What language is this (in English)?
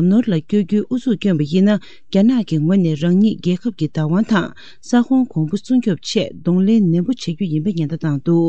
Tibetan